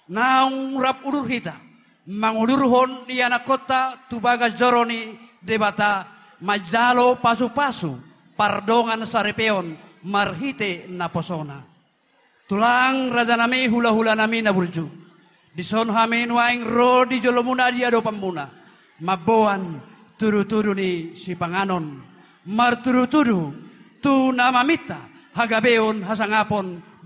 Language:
Batak Toba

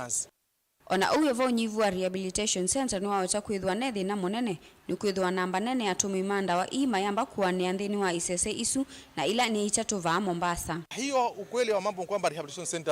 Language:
Kamba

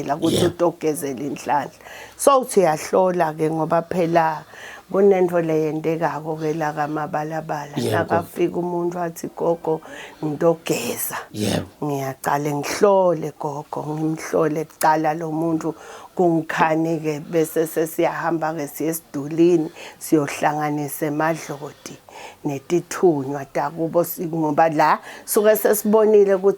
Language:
Zulu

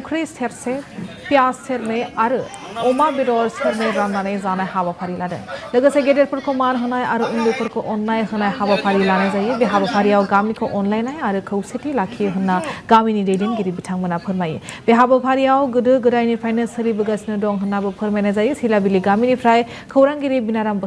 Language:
Bodo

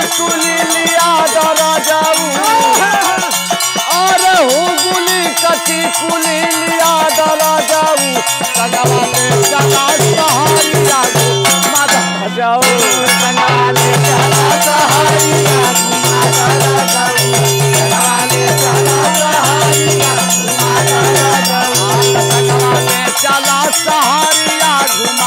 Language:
Bhojpuri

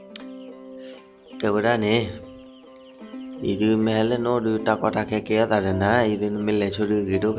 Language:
S'gaw Karen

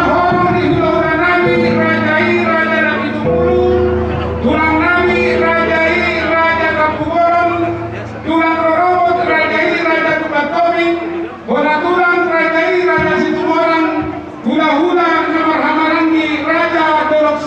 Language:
Batak Toba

